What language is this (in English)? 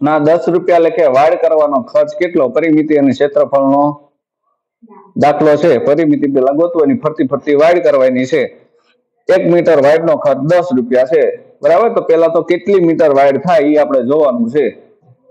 Gujarati